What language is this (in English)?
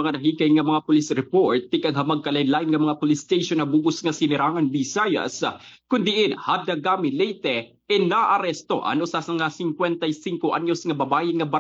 Waray